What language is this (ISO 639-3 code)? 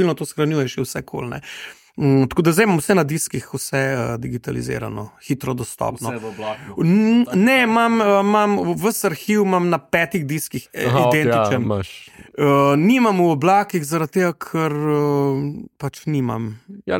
slv